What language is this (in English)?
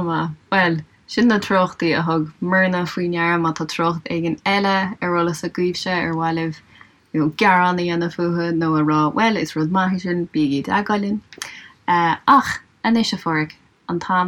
Irish